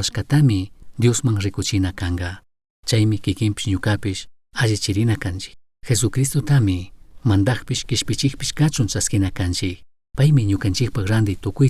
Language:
Chimborazo Highland Quichua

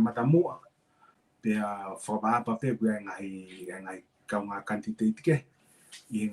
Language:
Tongan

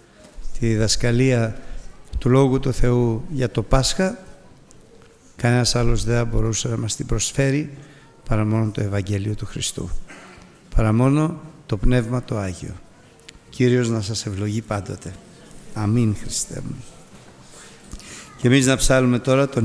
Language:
Greek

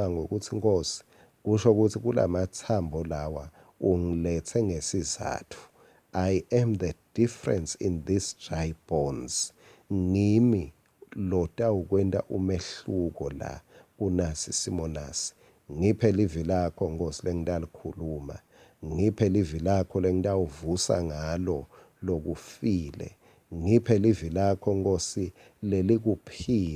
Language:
Swati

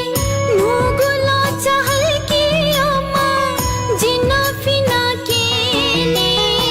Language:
Newari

